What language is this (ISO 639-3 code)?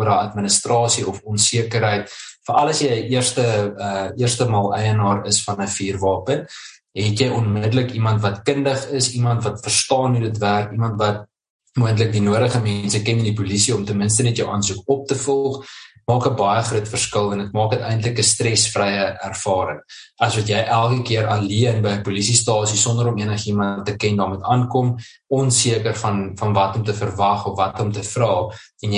afr